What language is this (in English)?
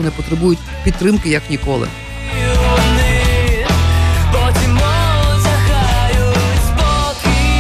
Ukrainian